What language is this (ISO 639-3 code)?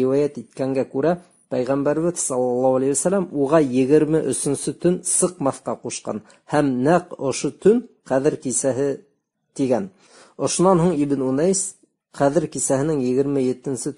bak